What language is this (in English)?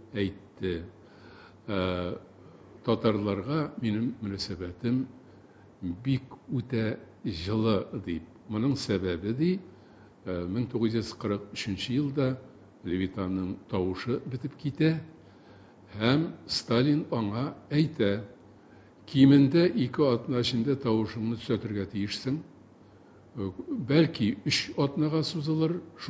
Tatar